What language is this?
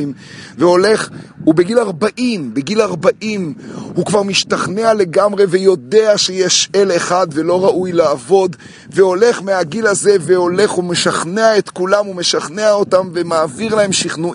Hebrew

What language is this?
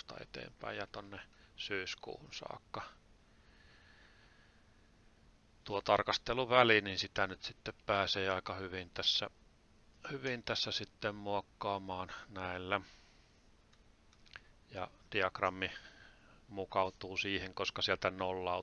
Finnish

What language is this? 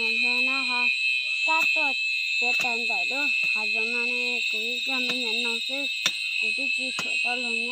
Hmong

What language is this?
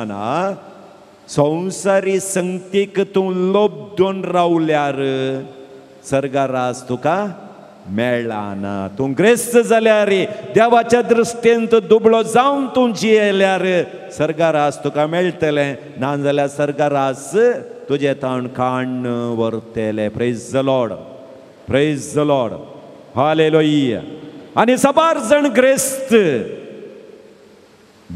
Konkani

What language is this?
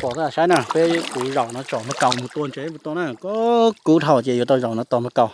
Hmong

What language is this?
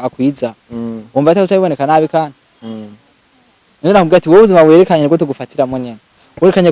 Rundi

